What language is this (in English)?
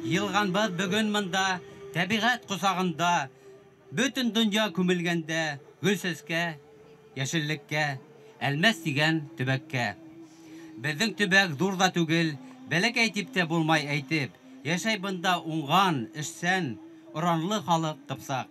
Bashkir